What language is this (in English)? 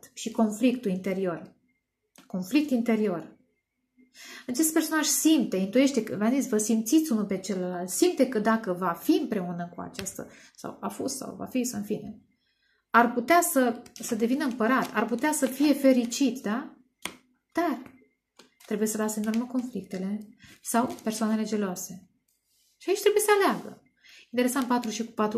Romanian